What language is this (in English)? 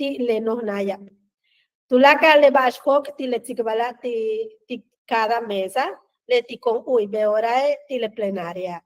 Yucateco